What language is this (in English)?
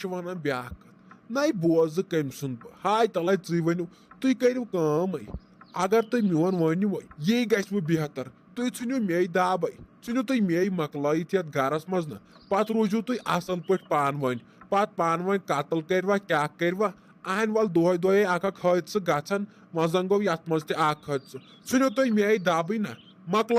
Kashmiri